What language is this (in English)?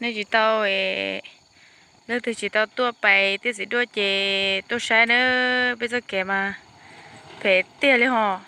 Hmong